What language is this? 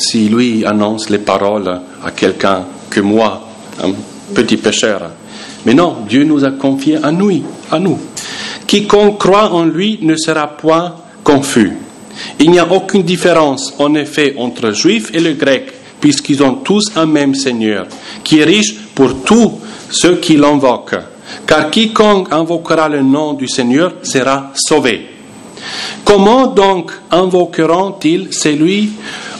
French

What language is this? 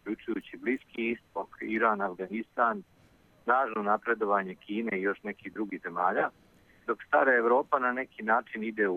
Serbian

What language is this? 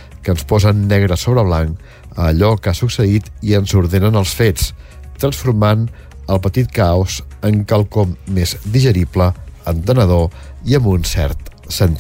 Catalan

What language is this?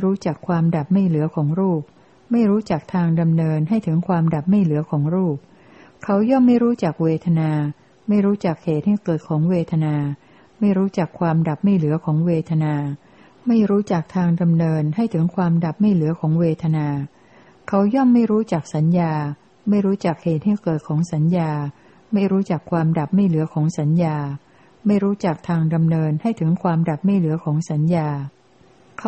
Thai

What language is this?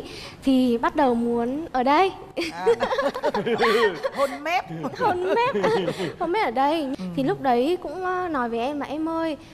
Vietnamese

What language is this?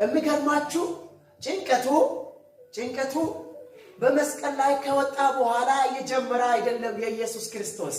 Amharic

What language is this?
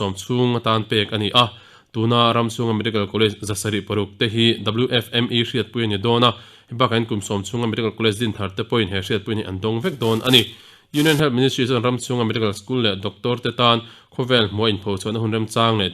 Mizo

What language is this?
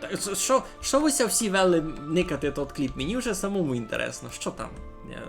Rusyn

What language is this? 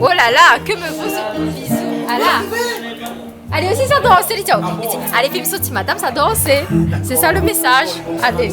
Réunion Creole French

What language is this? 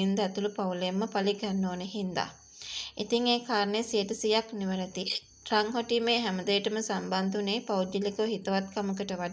Sinhala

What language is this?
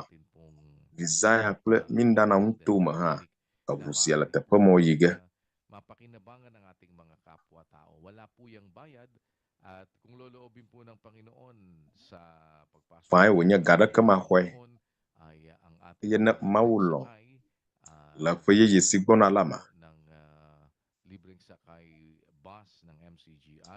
Ewe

